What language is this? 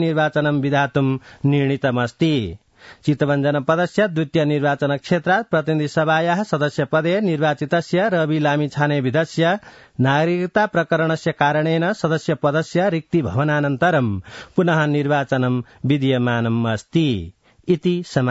Sanskrit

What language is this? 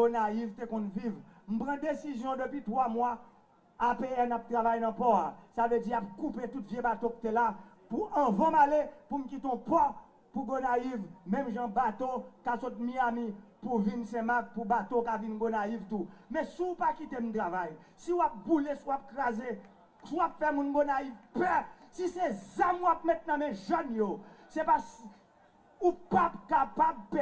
Haitian Creole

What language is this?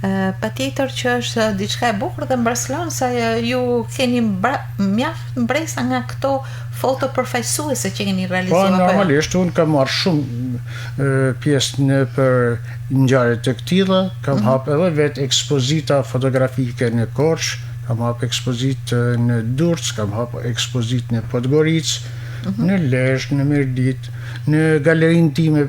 Albanian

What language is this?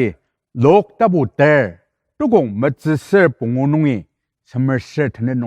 Ao Naga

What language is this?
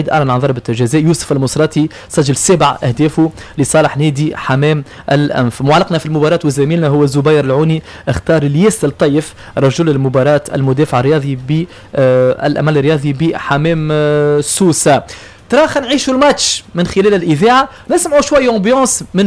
Tunisian Arabic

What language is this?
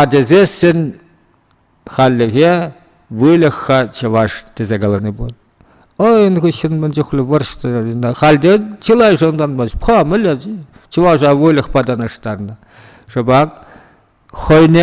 Chuvash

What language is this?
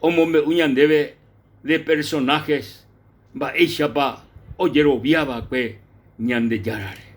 Guarani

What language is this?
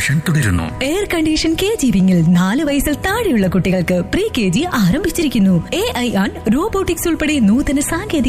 Malayalam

